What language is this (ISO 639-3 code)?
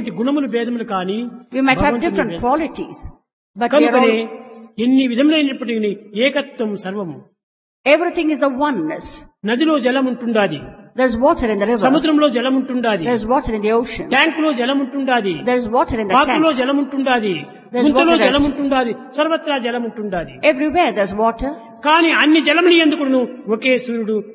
tel